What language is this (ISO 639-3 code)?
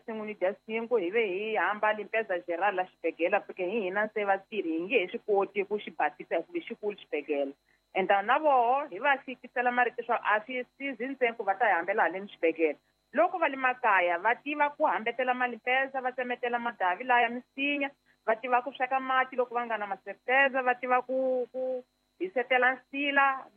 tso